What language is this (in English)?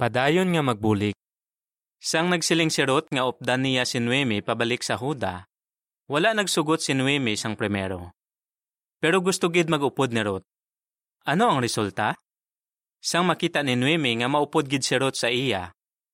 Hiligaynon